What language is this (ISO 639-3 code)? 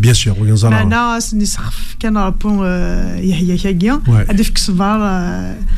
kab